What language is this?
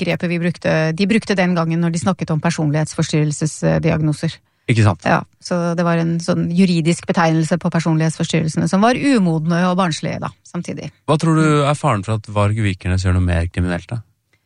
Norwegian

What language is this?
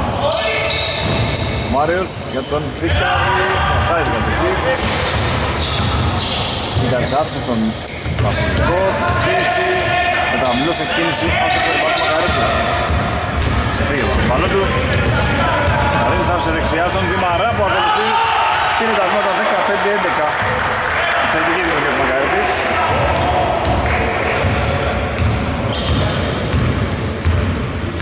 Greek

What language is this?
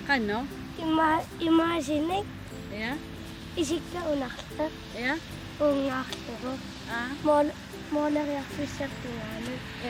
Kalaallisut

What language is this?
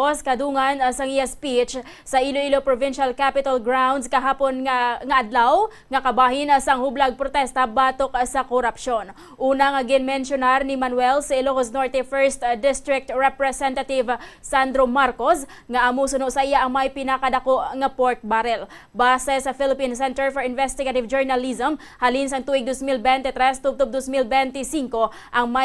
Hiligaynon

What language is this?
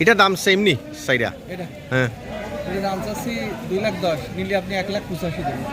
Sylheti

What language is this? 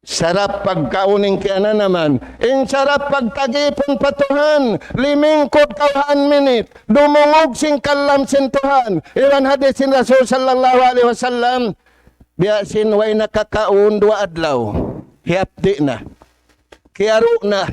Tausug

